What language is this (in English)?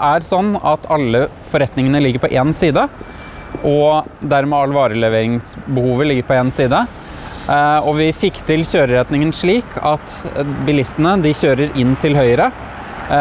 Norwegian